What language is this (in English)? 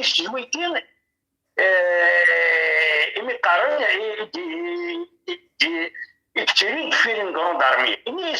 Kabyle